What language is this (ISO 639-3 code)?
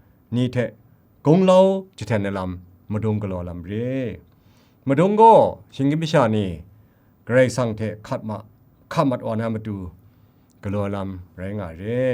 kac